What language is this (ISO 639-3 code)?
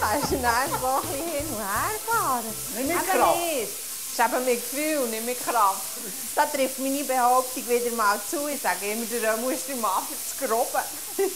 gsw